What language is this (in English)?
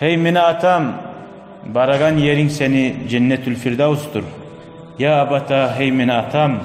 Kumyk